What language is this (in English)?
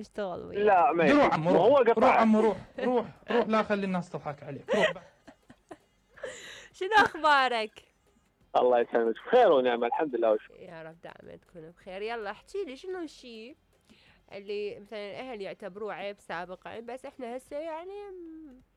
Mesopotamian Arabic